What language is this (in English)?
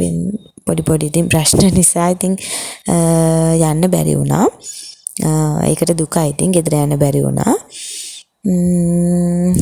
Sinhala